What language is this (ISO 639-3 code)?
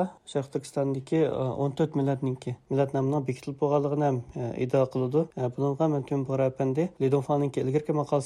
uig